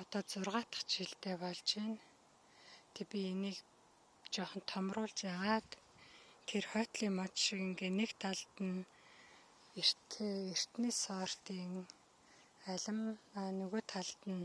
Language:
Mongolian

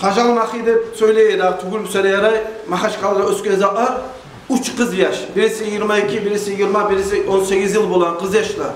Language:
Kumyk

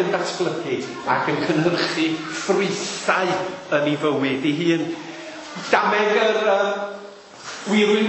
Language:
Welsh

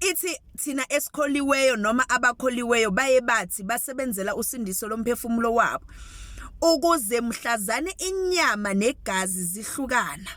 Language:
Zulu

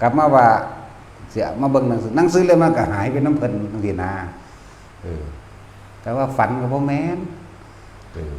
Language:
Northeastern Thai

